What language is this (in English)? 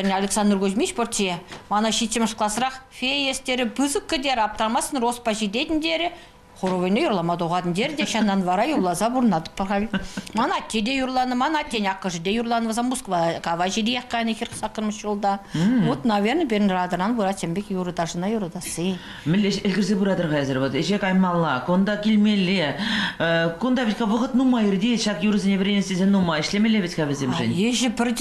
Chuvash